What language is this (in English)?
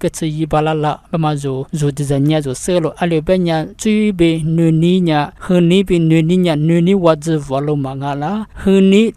Lisu